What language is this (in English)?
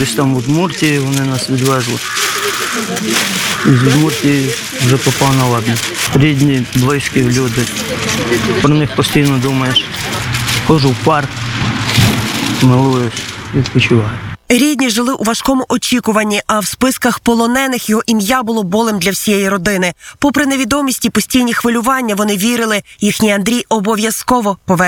Ukrainian